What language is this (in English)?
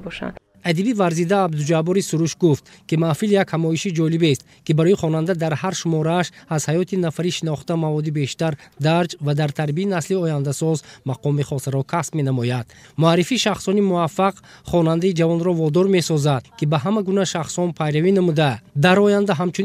Tajik